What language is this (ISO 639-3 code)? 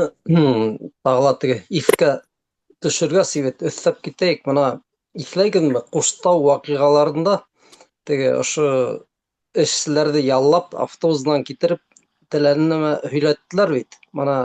bak